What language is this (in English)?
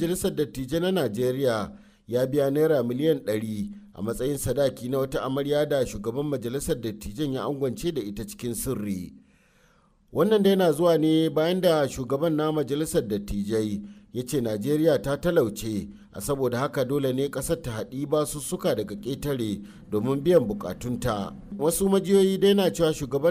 Hausa